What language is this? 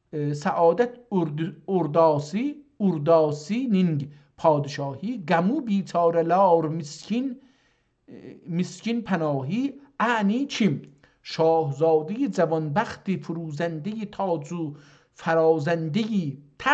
South Azerbaijani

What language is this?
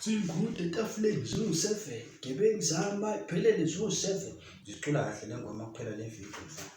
Zulu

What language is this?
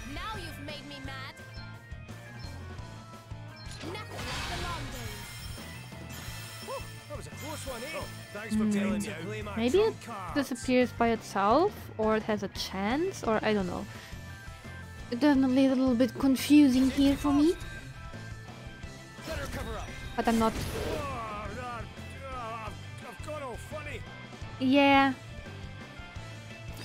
English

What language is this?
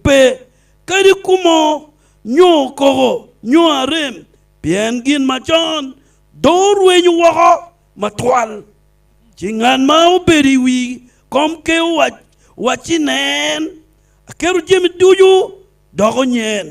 Acoli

